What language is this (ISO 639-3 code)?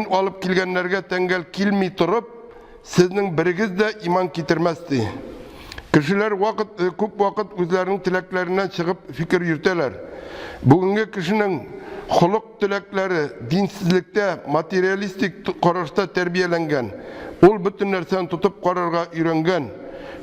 tat